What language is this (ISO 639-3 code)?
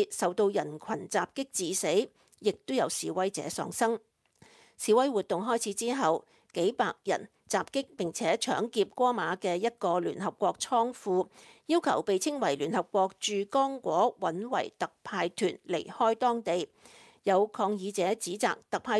yue